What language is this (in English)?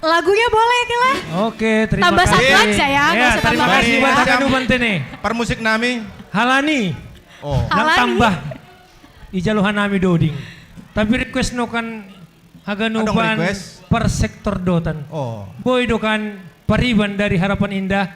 Batak Simalungun